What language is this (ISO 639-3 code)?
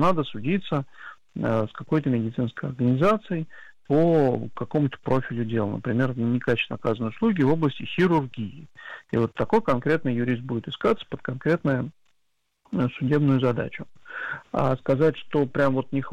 rus